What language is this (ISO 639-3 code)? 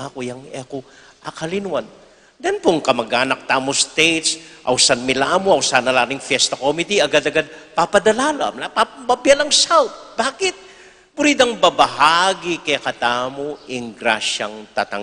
pam